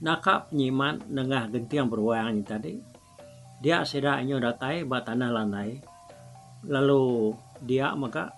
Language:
Iban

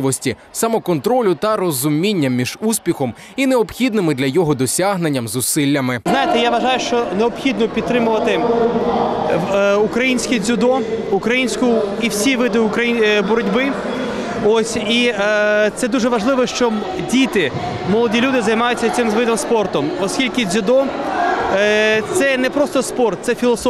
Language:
Ukrainian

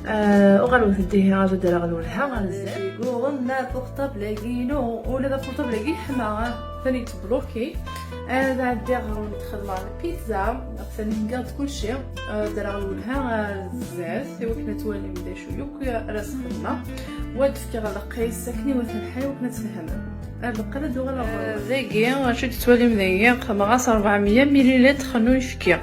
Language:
Kabyle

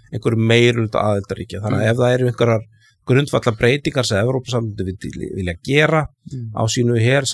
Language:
Icelandic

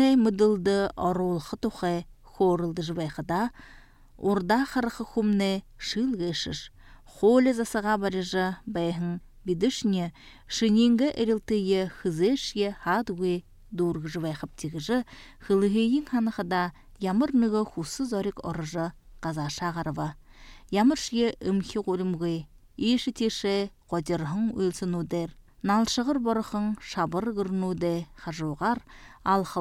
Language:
Buriat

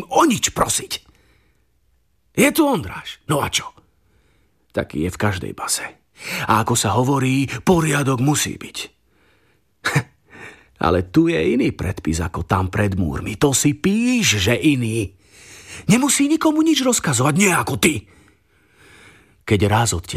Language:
Slovak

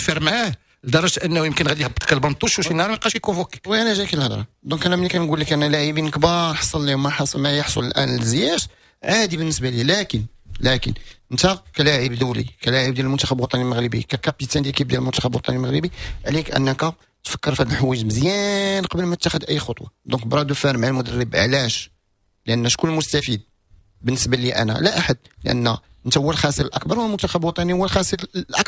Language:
Moroccan Arabic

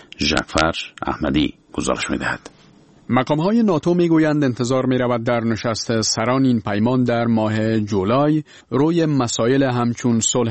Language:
Persian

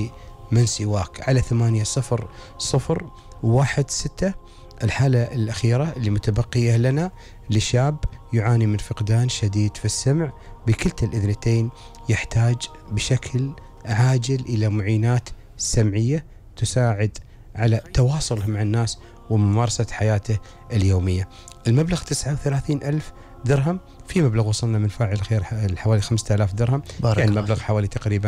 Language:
Gulf Arabic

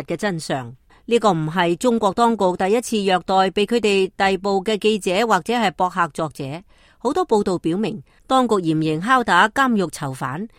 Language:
Cantonese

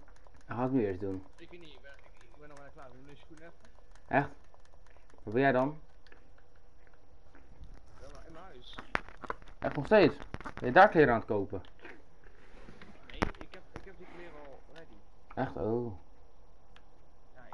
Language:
Dutch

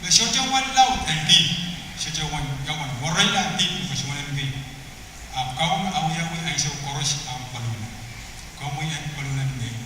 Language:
Pohnpeian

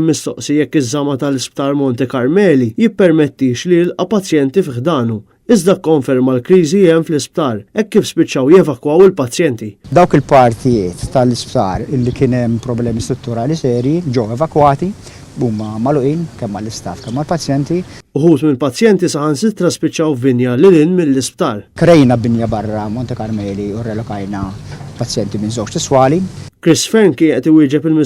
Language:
Maltese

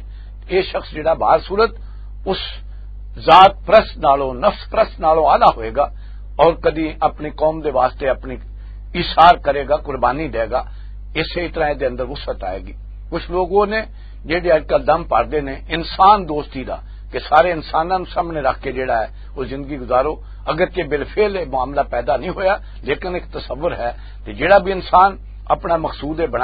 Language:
Western Panjabi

